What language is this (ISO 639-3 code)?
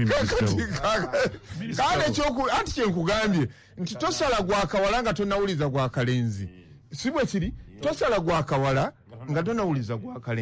lug